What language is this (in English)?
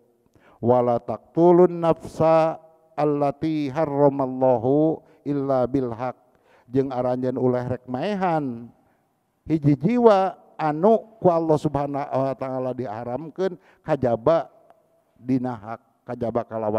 Sundanese